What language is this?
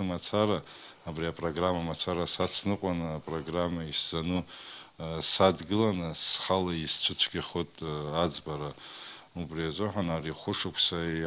Abkhazian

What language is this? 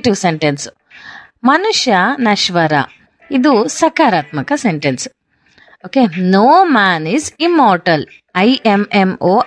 Kannada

